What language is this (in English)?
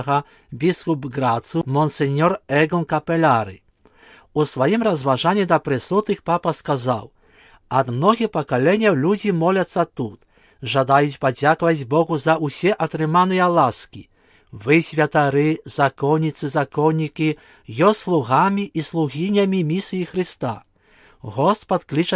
Belarusian